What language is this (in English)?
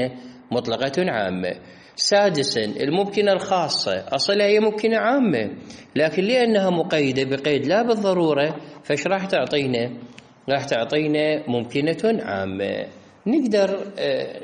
Mesopotamian Arabic